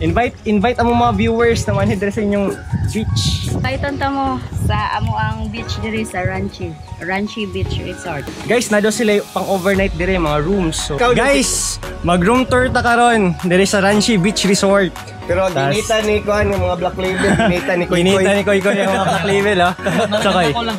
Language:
Cebuano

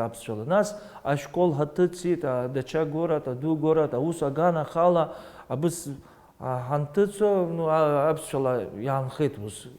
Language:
Abkhazian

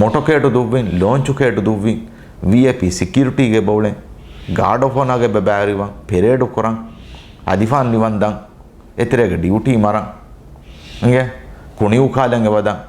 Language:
Divehi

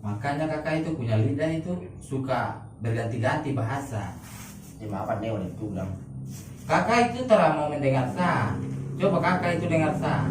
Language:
Minangkabau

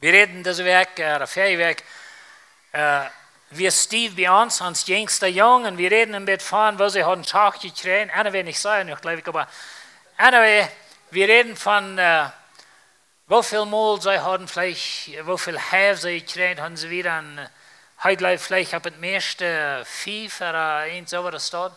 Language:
Plautdietsch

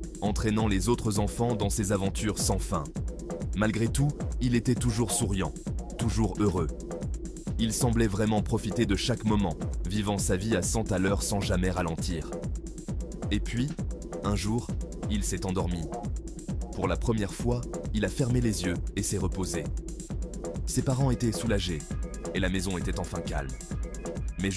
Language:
French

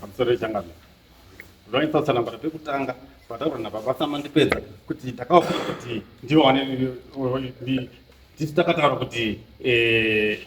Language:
Shona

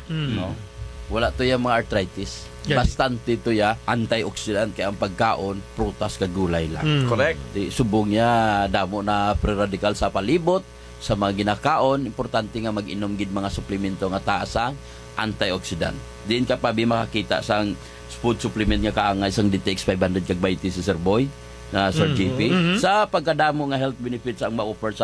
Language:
Hiligaynon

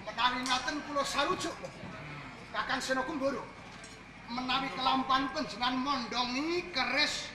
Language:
Javanese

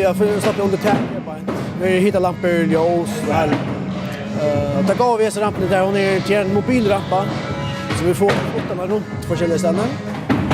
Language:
Faroese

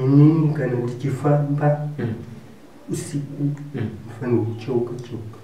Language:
Shona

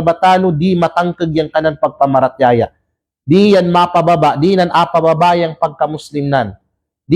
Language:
Kalagan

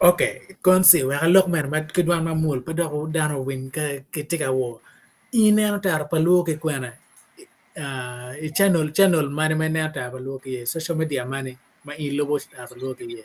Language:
Acoli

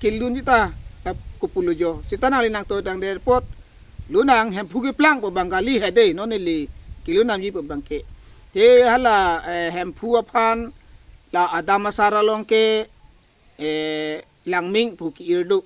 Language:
Karbi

